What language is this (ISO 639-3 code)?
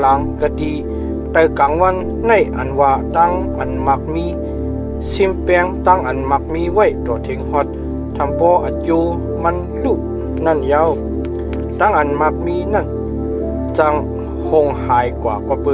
shn